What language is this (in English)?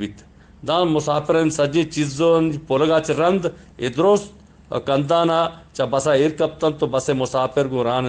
Eastern Balochi